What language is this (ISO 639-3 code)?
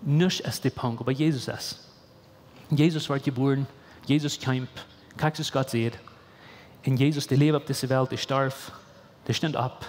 pdt